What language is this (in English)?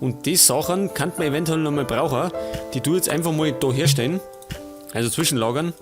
Bavarian